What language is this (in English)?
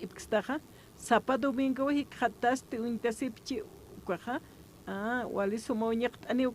Aymara